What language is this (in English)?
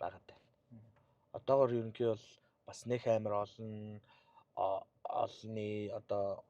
Mongolian